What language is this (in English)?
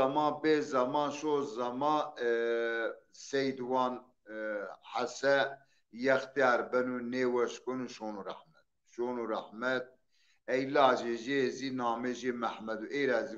Zaza